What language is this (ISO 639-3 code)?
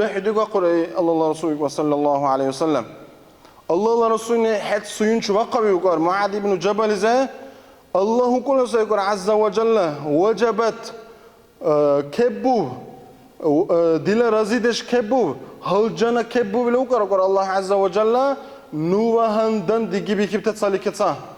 dar